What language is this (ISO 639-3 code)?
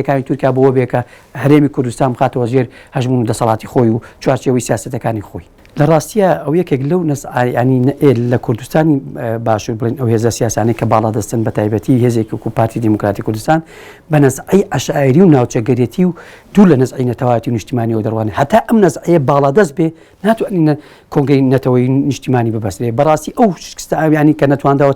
ckb